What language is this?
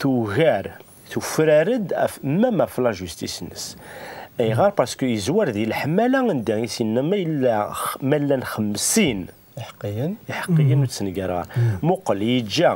Kabyle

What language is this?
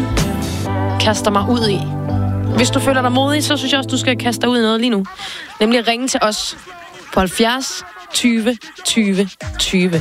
Danish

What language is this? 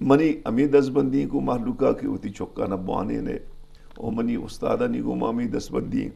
Eastern Balochi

